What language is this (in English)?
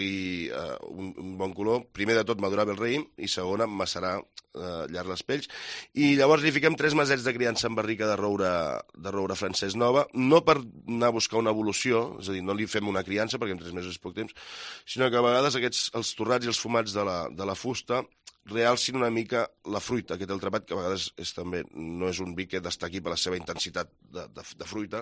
Catalan